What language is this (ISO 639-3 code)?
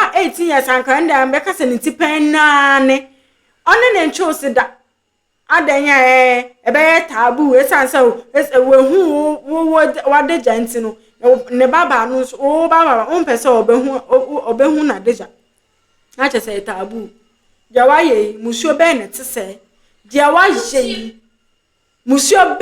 aka